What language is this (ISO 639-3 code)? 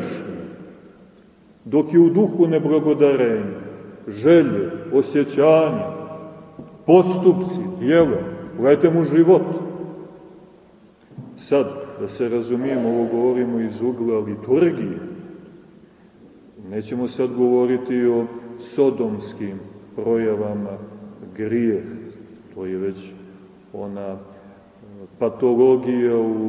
srp